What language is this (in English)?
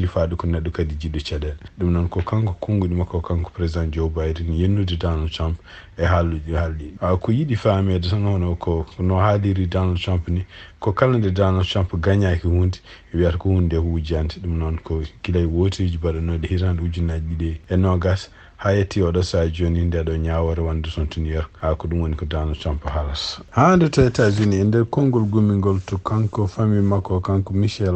Fula